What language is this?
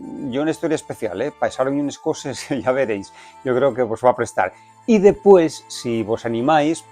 Asturian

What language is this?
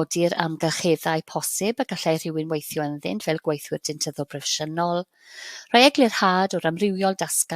Welsh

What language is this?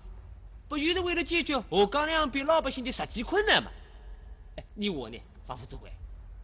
Wu Chinese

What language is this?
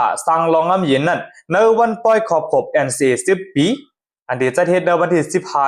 Shan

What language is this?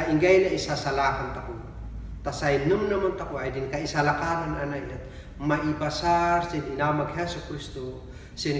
Kankanaey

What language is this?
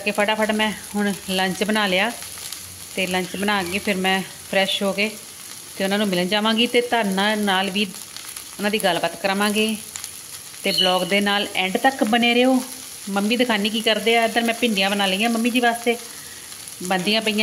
Punjabi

